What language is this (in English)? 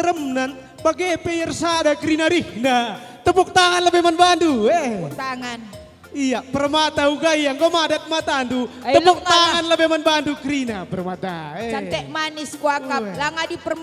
Batak Karo